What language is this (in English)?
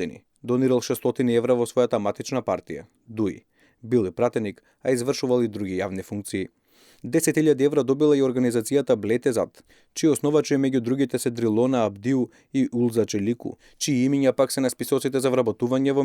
Macedonian